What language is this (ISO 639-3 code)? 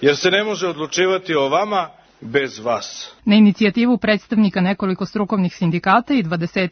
srp